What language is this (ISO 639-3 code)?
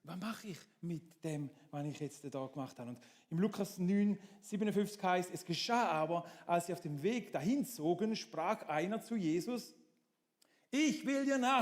gsw